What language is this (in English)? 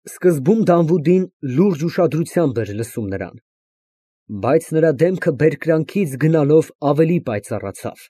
Armenian